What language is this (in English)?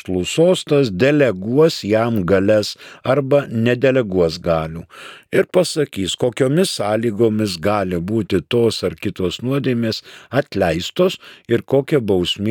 Lithuanian